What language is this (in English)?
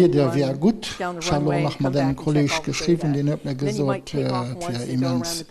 Luxembourgish